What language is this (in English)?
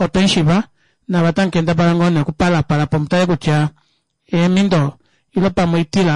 Kuanyama